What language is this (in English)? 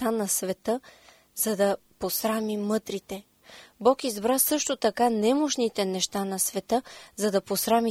Bulgarian